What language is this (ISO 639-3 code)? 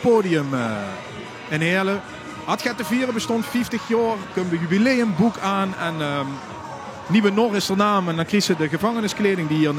lim